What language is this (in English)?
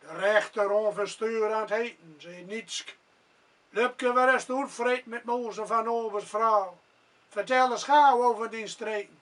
Gronings